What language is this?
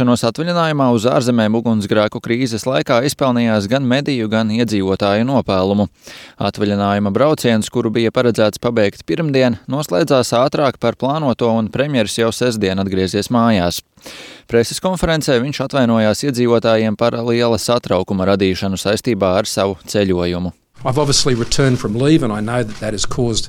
Latvian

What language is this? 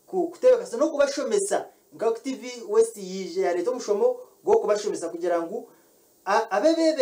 Kinyarwanda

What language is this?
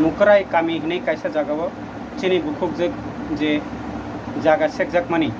Kok Borok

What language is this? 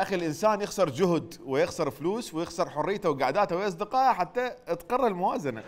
Mesopotamian Arabic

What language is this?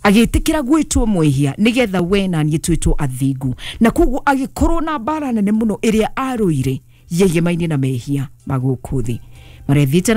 Kikuyu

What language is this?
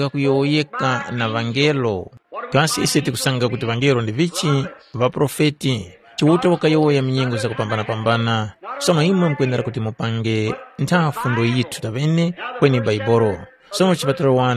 Tumbuka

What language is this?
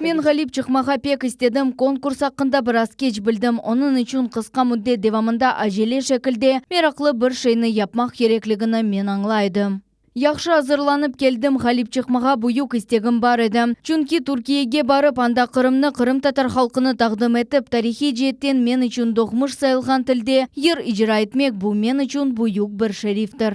Crimean Tatar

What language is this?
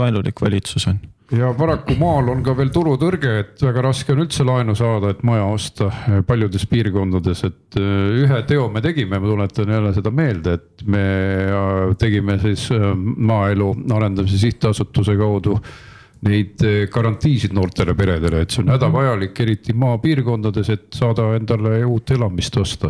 Estonian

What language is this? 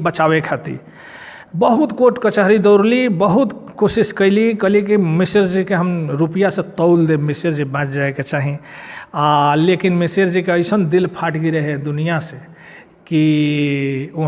Bhojpuri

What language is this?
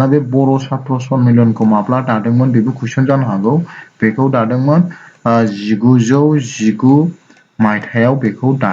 Bodo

